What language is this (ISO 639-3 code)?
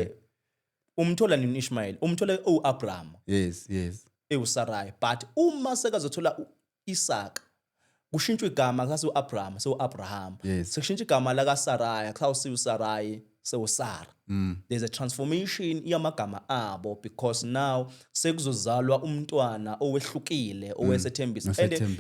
zul